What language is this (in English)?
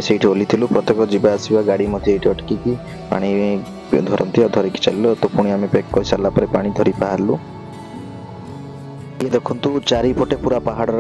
Odia